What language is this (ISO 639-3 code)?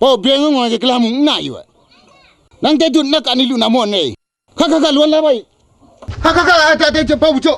kac